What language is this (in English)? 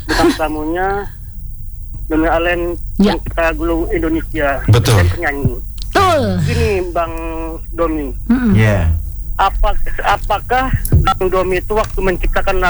Indonesian